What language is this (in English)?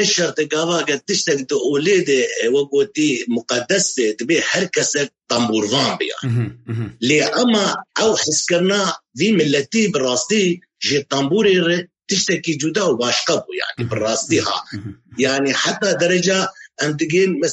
Kurdish